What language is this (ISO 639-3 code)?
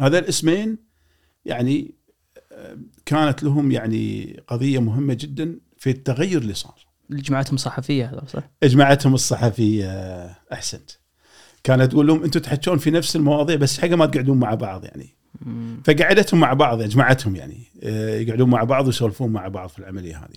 afb